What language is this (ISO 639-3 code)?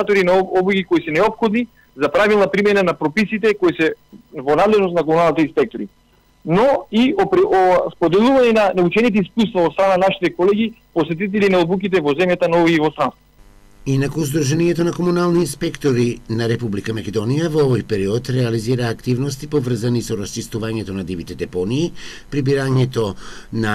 mkd